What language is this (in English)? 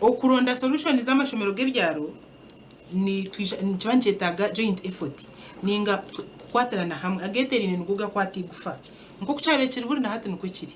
Nyankole